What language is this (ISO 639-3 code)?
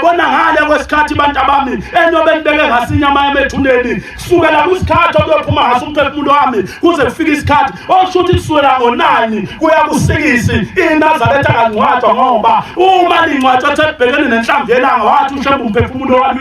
zul